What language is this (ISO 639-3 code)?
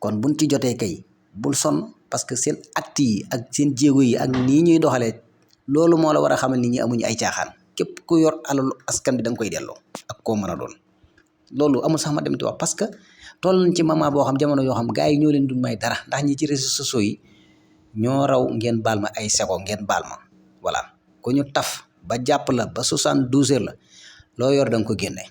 wol